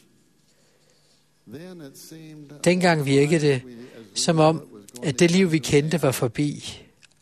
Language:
Danish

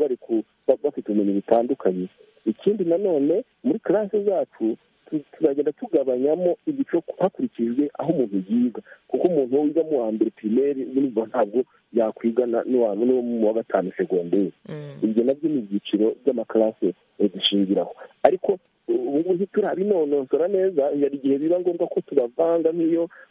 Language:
Kinyarwanda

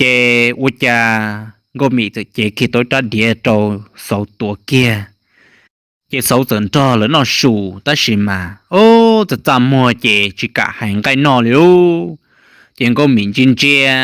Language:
Hmong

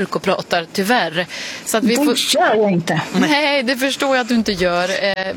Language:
Swedish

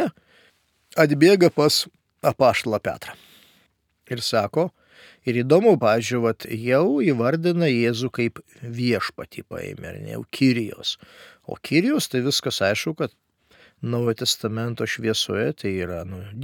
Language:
Lithuanian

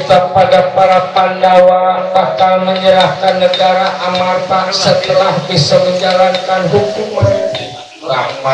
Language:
Betawi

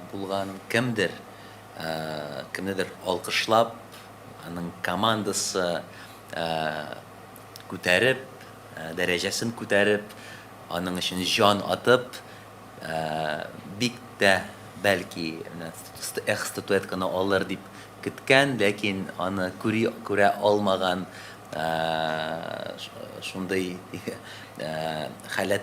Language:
Tatar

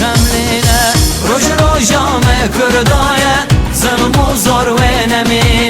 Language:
Kurdish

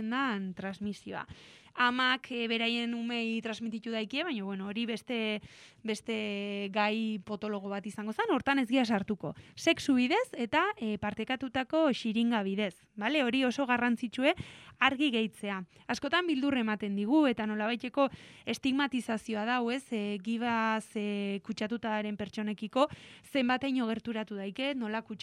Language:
Basque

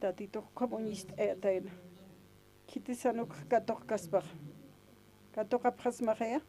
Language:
Aymara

